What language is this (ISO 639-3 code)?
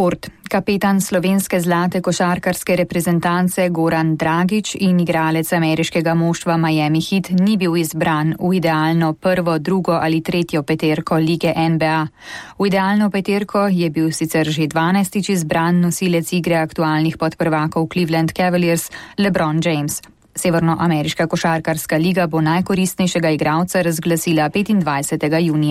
slv